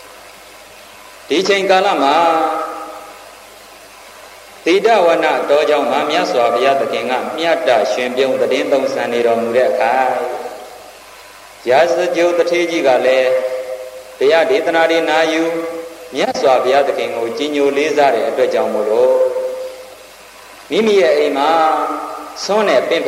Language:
Burmese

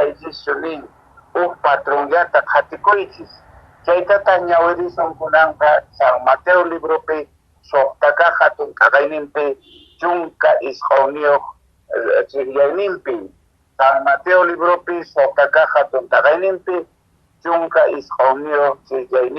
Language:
Quechua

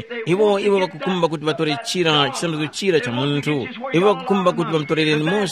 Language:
Tumbuka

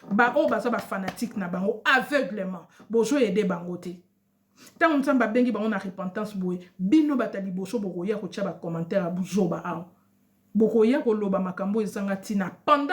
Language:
Lingala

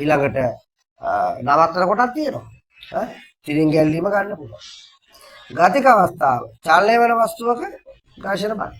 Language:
Sinhala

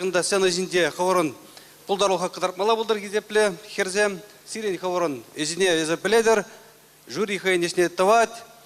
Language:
Chuvash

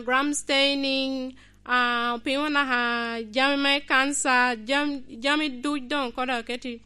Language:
Lango (Uganda)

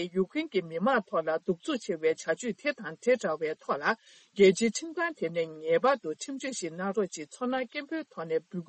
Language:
Tibetan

